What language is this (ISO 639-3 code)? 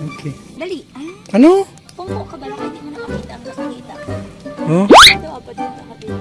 hil